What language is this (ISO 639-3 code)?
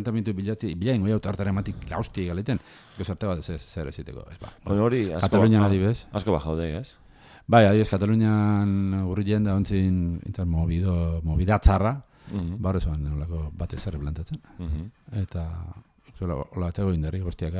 eus